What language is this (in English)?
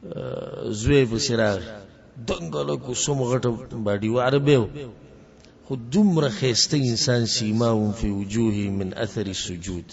Pashto